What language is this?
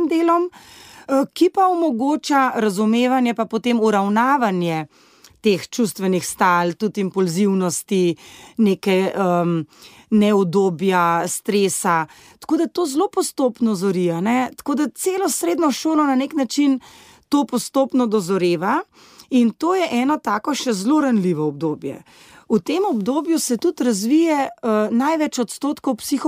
Slovenian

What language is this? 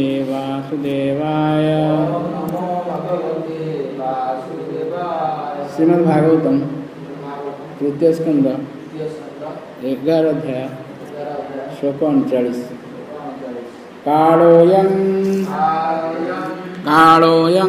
Odia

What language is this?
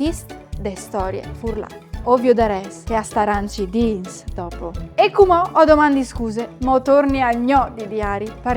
Friulian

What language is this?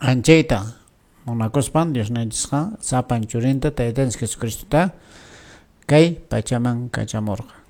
Quechua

